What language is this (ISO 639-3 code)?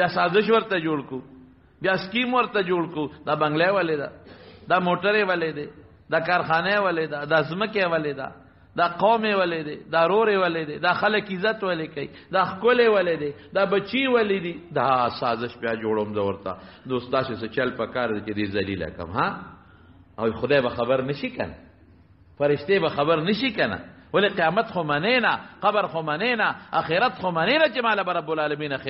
pus